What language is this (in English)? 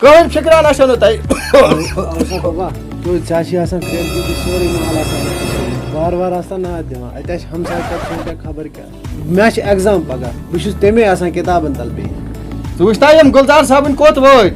Kashmiri